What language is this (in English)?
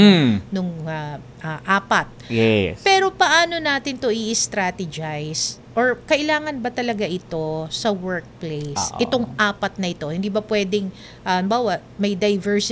Filipino